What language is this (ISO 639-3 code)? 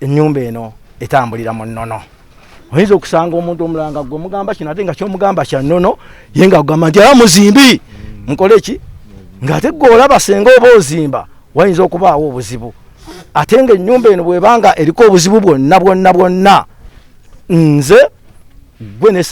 lug